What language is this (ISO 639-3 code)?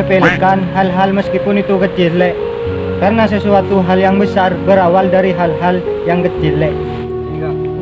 mad